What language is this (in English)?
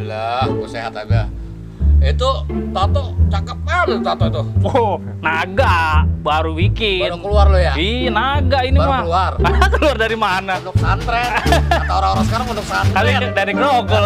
Betawi